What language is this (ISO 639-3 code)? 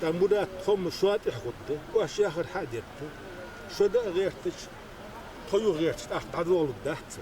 inh